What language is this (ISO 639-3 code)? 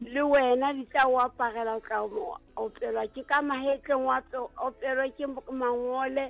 sot